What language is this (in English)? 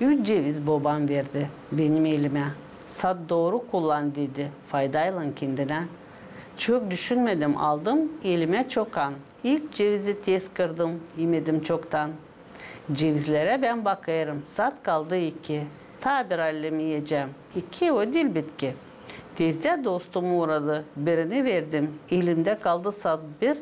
Gagauz